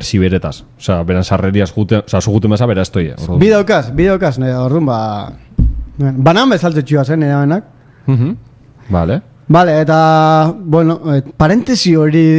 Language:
Basque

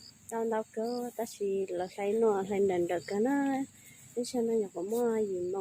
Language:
Hmong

